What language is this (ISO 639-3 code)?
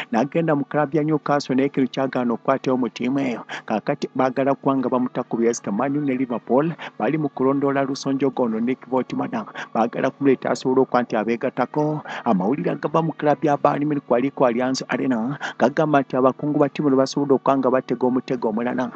lug